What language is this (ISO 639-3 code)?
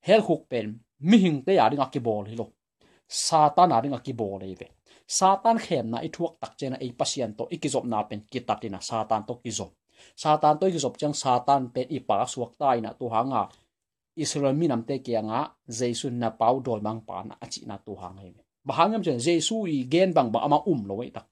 ctd